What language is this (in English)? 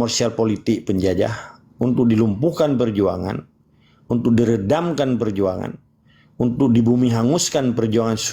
Achinese